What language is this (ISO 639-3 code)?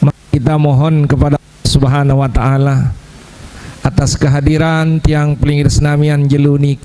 sas